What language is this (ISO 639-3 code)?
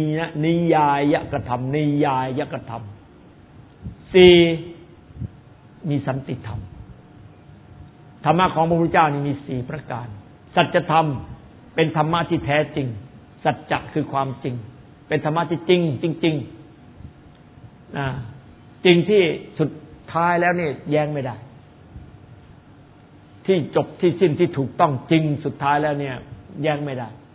tha